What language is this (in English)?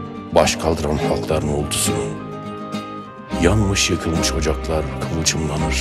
Turkish